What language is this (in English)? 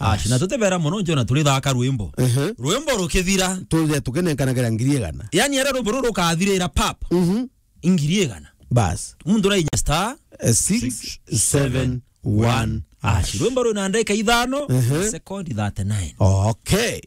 Meru